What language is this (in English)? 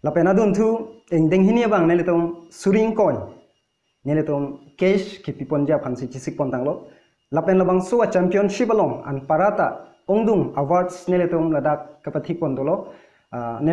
Karbi